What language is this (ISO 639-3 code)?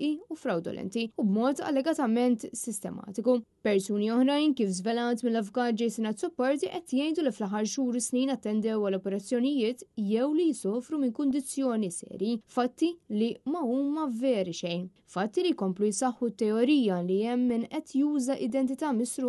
mlt